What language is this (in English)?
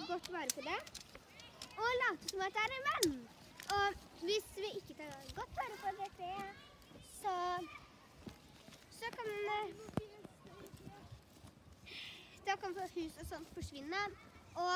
Norwegian